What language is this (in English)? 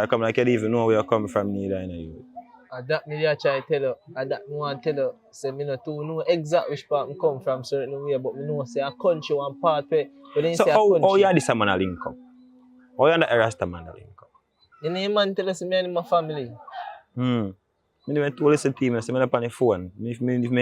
Jamaican Creole English